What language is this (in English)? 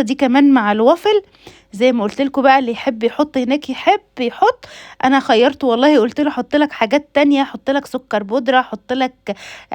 Egyptian Arabic